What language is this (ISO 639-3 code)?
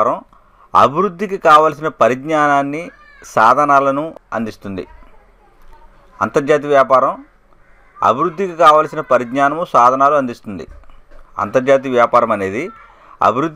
tel